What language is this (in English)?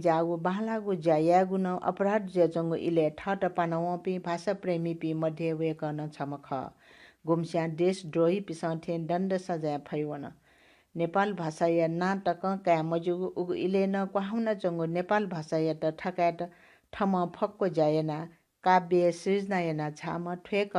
Newari